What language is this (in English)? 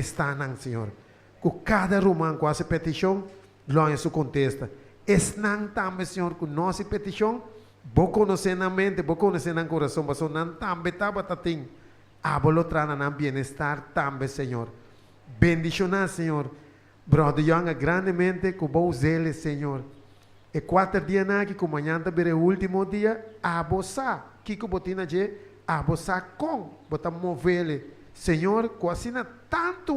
Papiamento